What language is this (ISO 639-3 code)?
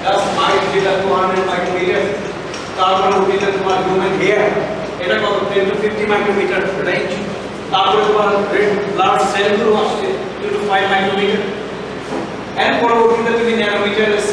ben